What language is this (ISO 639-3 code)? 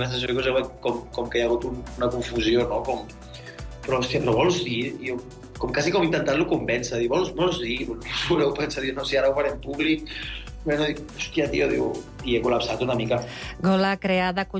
cat